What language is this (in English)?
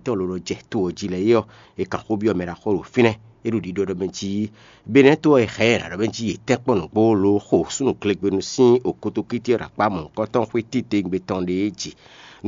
Fon